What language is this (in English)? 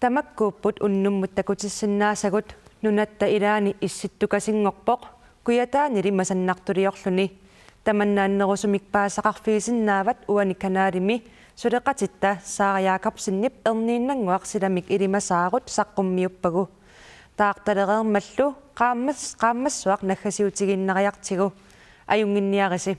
Kalaallisut